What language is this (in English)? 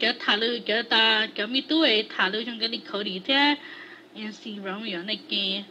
Hmong